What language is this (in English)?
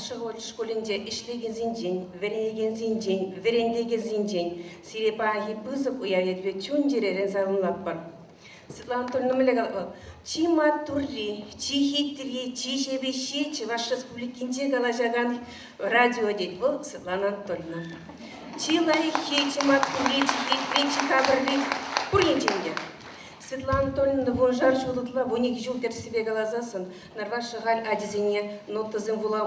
Chuvash